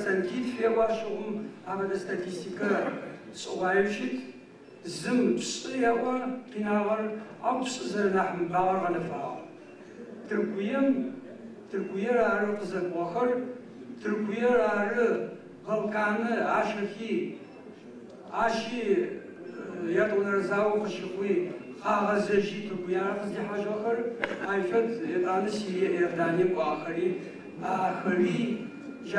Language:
Adyghe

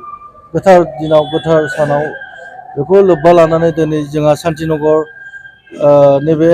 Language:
Bodo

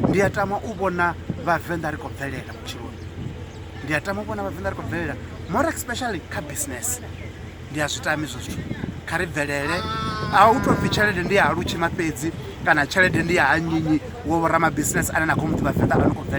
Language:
Venda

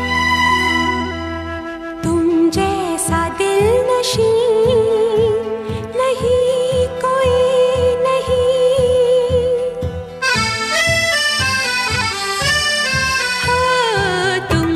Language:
Hindi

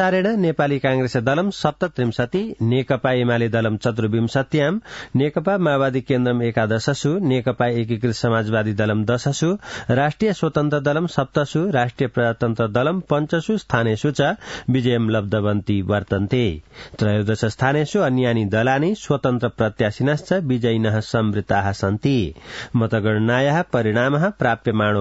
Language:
Sanskrit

